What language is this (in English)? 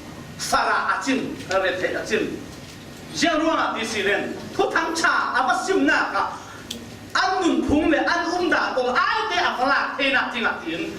Falam Chin